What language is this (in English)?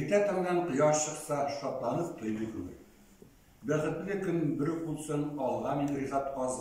Tatar